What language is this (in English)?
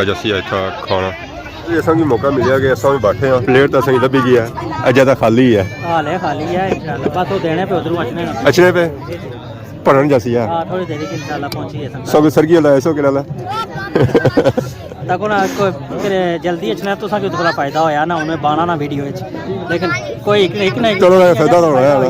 Pahari-Potwari